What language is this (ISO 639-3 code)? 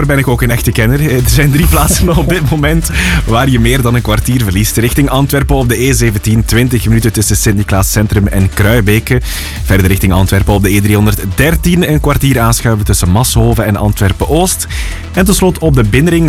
nld